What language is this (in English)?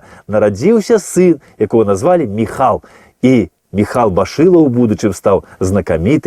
Belarusian